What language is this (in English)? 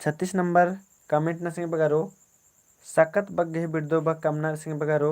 Kurukh